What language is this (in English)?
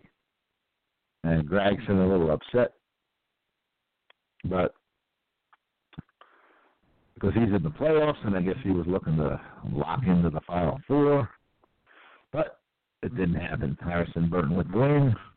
English